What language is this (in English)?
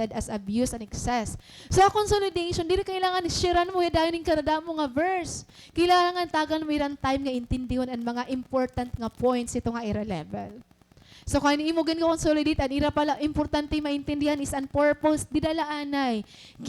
Waray